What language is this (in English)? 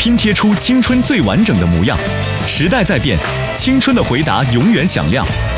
Chinese